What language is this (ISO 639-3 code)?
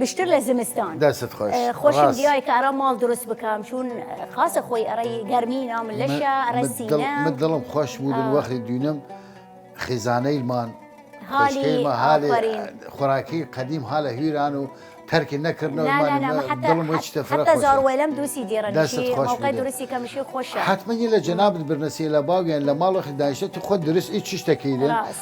sdh